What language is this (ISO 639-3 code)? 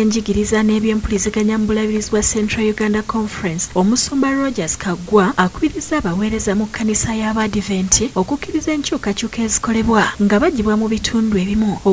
lug